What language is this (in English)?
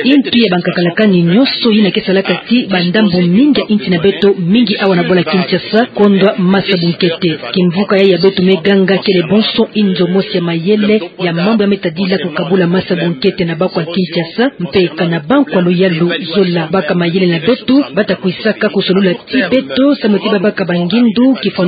Kituba (Democratic Republic of Congo)